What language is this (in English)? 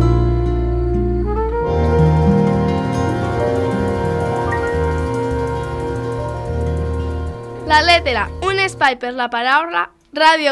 Catalan